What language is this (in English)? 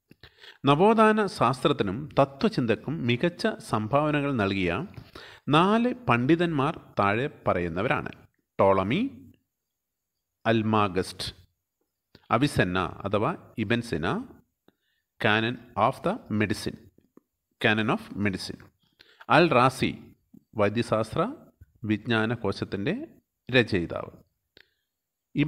Malayalam